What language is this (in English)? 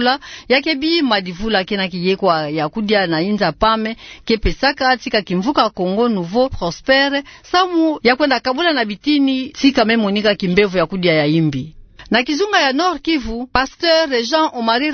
Kituba (Democratic Republic of Congo)